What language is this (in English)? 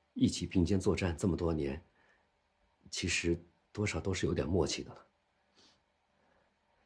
Chinese